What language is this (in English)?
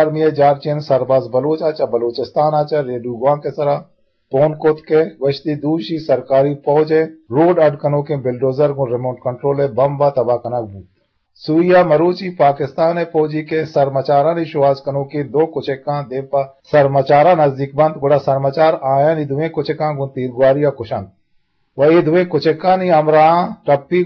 Eastern Balochi